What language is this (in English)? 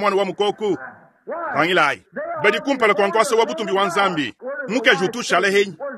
Luba-Lulua